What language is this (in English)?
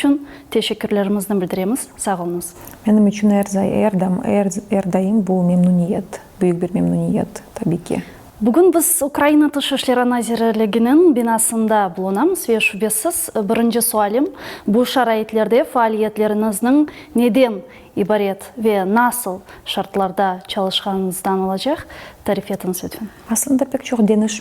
Crimean Tatar